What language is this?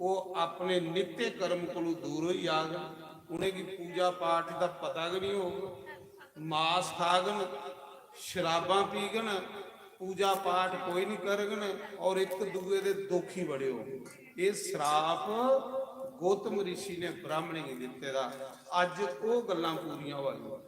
Dogri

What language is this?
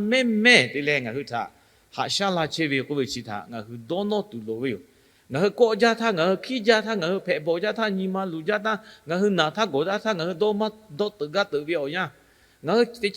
Lahu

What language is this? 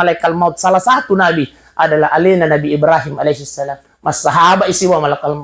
Buginese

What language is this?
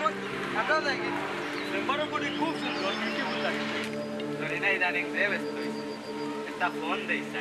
Sylheti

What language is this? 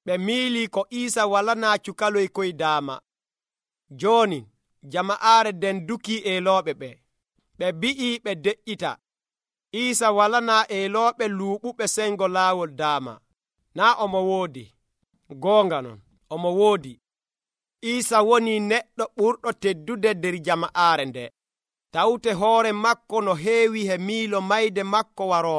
Nigerian Fulfulde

